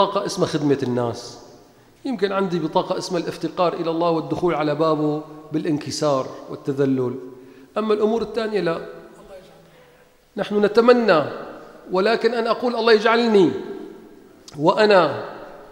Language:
Arabic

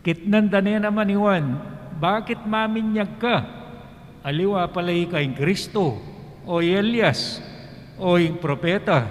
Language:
Pampanga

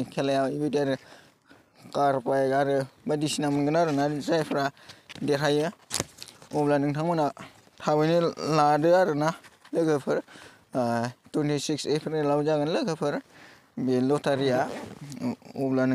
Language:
Bodo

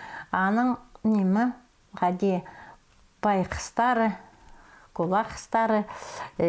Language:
Khakas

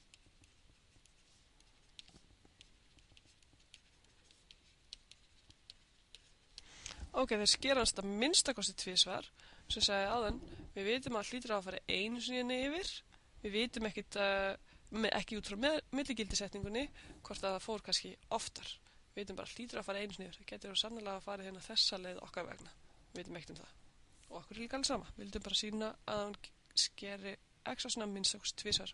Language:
Icelandic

